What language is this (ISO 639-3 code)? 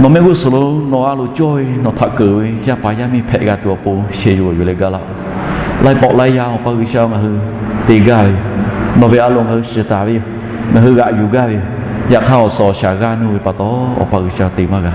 lhu